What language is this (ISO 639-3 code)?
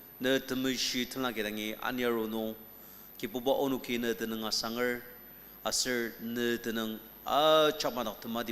njo